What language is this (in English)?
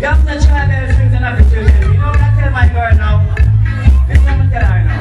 Jamaican Creole English